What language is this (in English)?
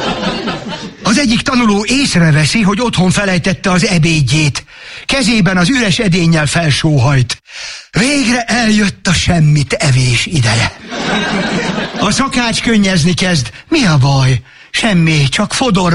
Hungarian